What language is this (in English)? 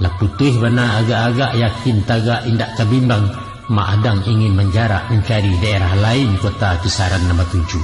Minangkabau